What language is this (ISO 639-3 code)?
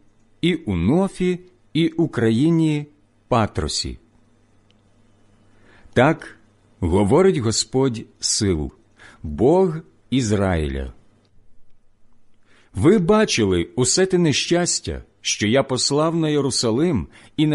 ukr